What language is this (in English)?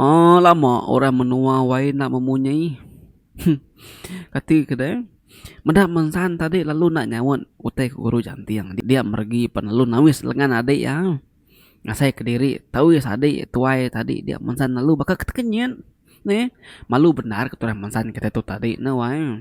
Iban